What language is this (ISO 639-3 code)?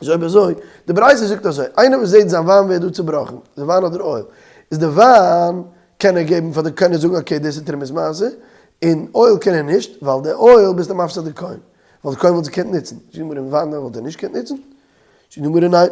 yid